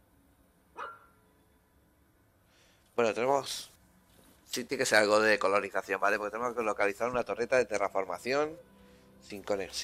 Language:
Spanish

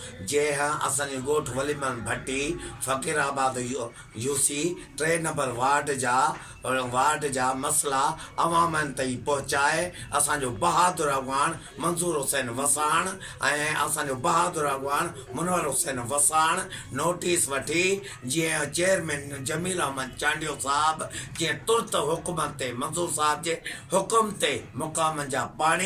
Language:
Sindhi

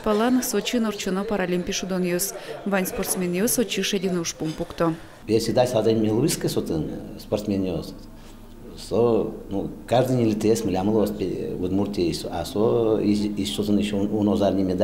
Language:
Udmurt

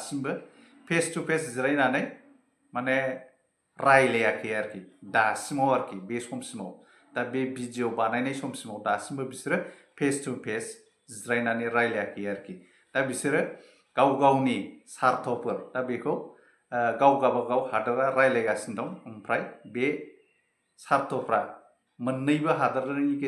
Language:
Bodo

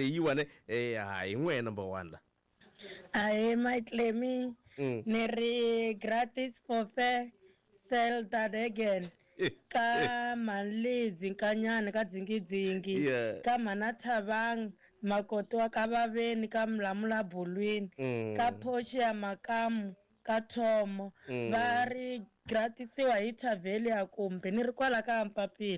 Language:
Tsonga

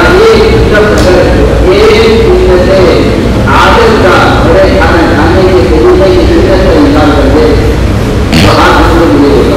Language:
Urdu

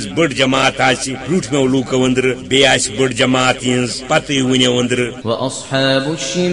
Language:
Kashmiri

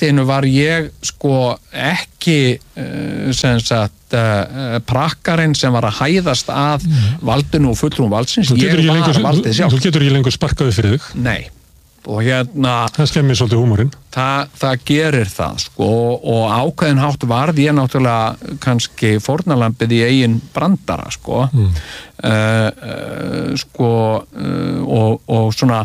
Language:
Icelandic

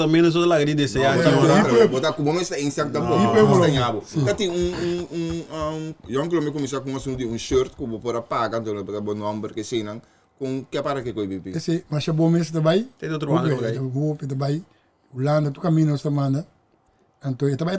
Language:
Papiamento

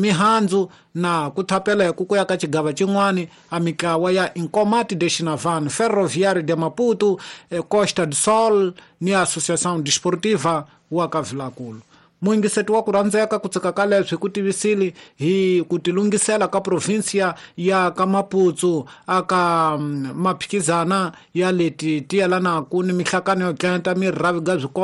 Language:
Tsonga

